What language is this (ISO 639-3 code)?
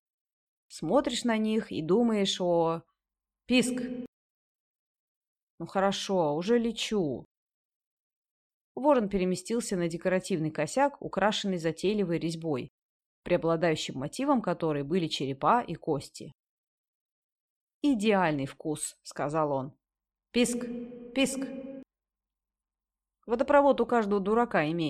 rus